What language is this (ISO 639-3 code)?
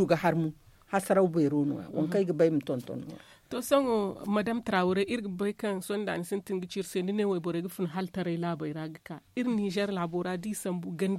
dje